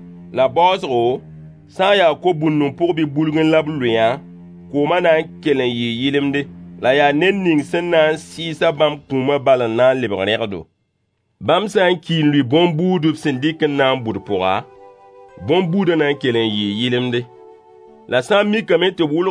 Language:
Mossi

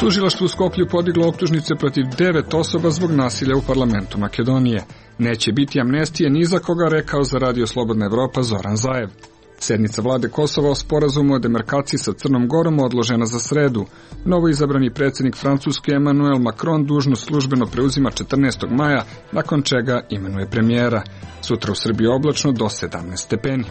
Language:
Serbian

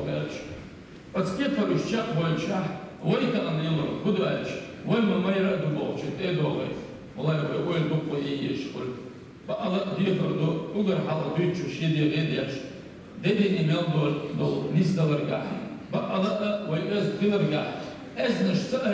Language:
Chechen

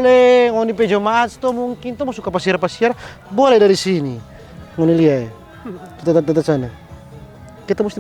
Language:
Manado Malay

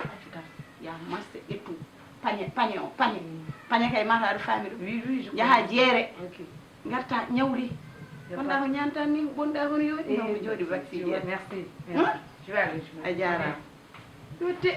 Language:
Fula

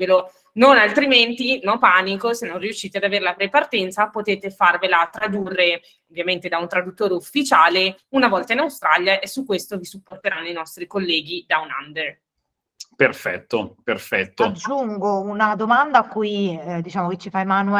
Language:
Italian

